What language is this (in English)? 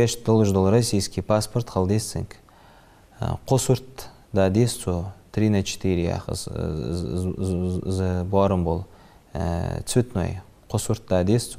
Ingush